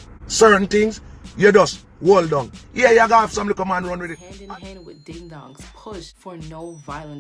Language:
Jamaican Creole English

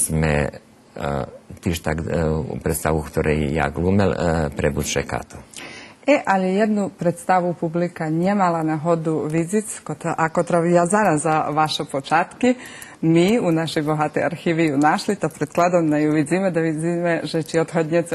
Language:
Rusyn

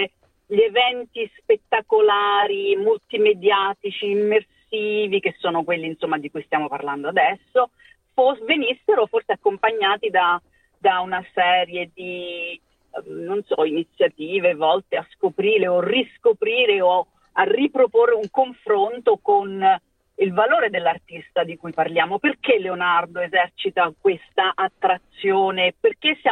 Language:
Italian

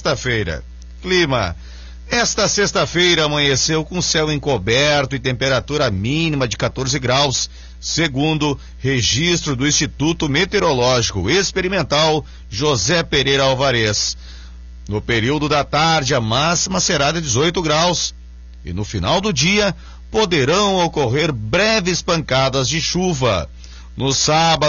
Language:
Portuguese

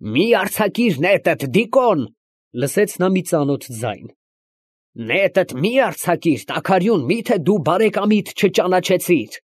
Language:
Armenian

